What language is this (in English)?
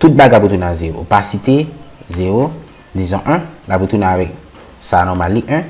Haitian Creole